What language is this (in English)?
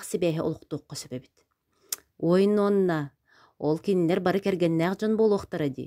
Yakut